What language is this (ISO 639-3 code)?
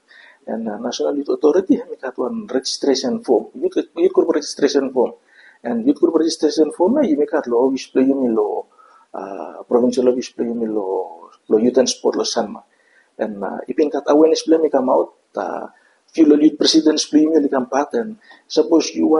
bis